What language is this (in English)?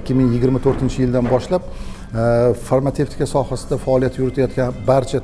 Uzbek